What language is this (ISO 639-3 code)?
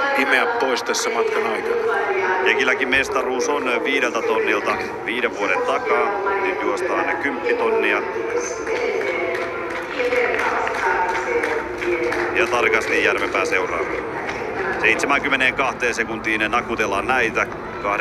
fin